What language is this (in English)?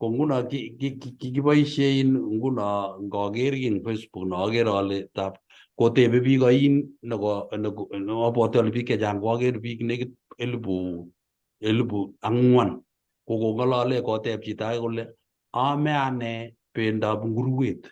Kalenjin